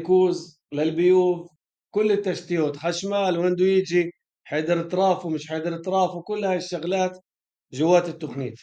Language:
North Levantine Arabic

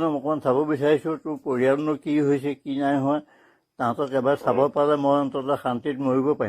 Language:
Assamese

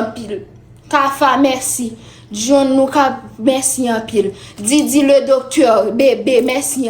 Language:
Haitian Creole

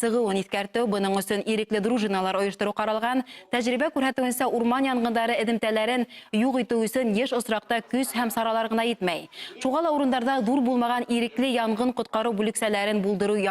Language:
Bashkir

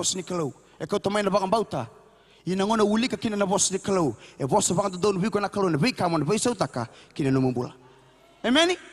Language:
Fijian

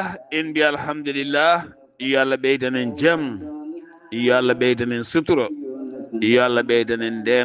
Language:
Fula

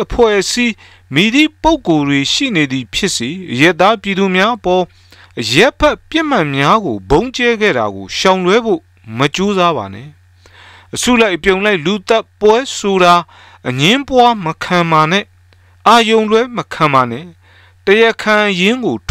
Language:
Burmese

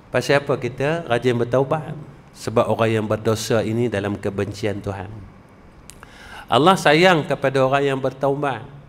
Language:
Malay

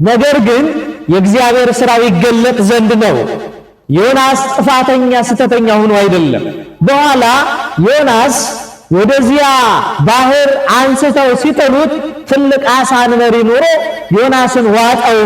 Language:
Amharic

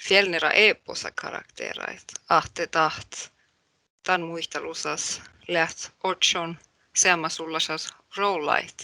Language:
Northern Sami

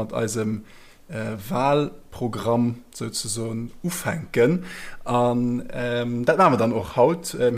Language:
Luxembourgish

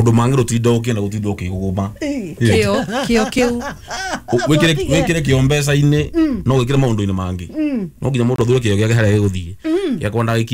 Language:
Kikuyu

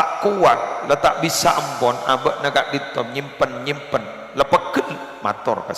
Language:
Madurese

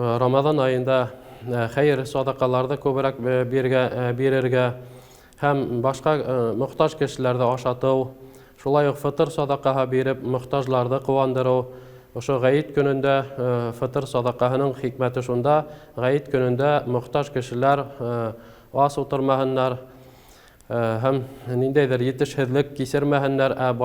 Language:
Bashkir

